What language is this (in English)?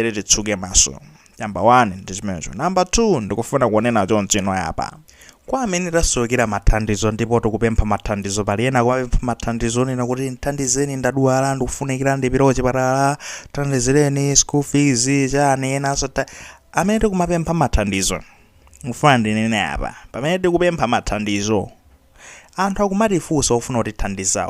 Nyanja